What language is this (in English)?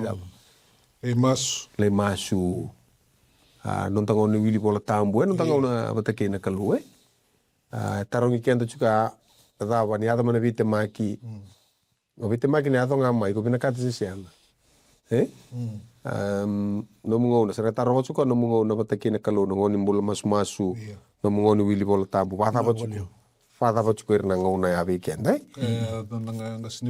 Fijian